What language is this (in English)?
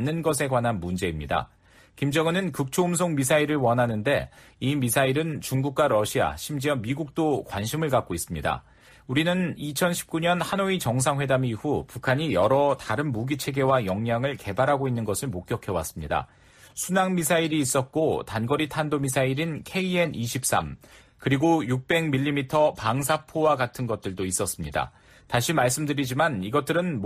Korean